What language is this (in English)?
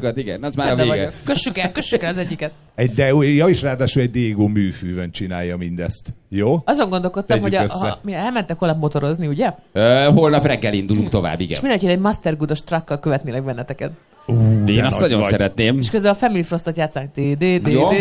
Hungarian